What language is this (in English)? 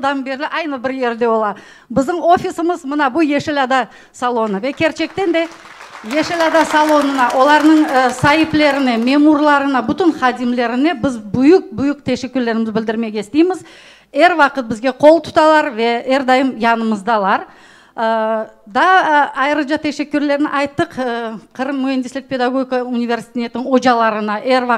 Crimean Tatar